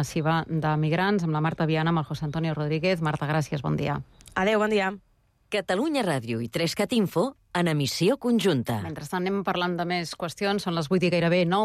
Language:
Catalan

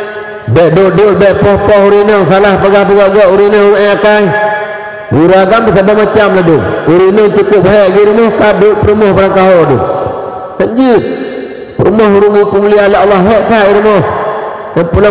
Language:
Achinese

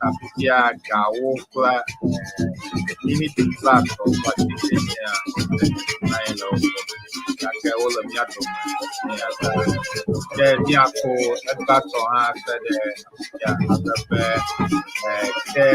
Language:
Ewe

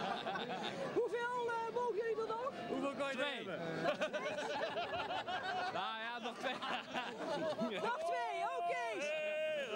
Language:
Dutch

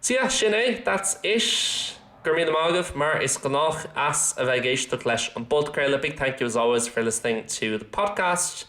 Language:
Irish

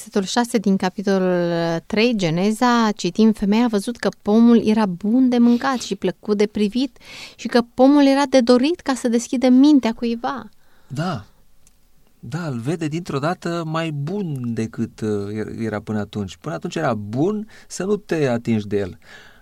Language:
Romanian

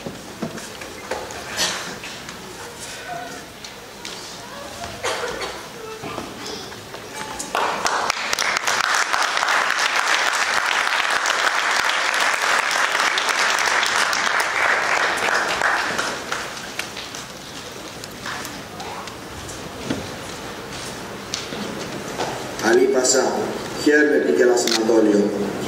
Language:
Greek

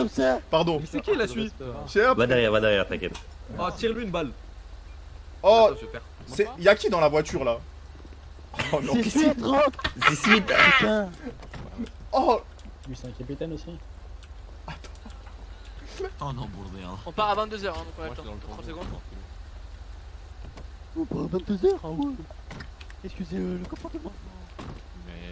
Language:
French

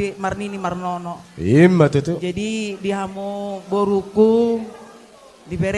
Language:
Batak Toba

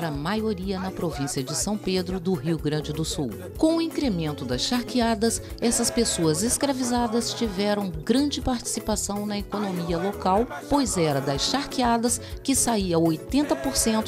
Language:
Portuguese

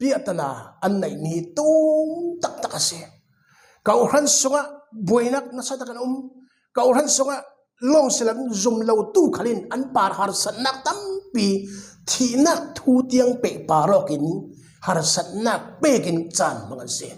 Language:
Falam Chin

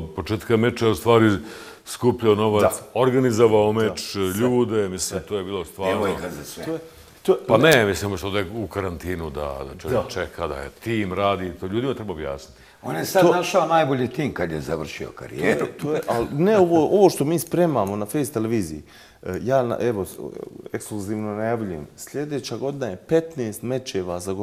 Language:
Bosnian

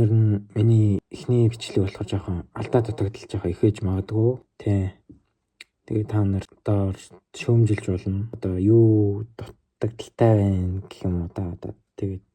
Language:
Mongolian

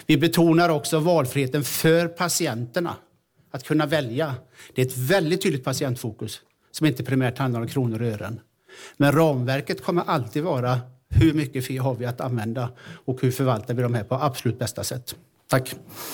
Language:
Swedish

